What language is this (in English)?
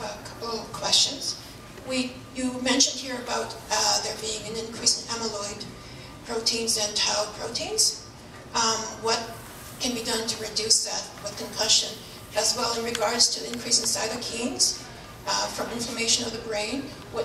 English